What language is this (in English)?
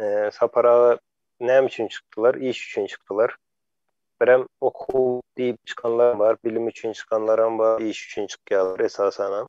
Turkmen